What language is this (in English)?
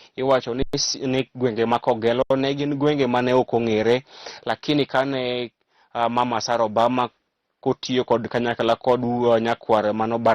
Luo (Kenya and Tanzania)